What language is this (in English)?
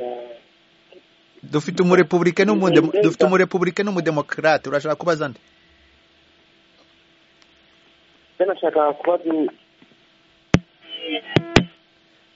Kinyarwanda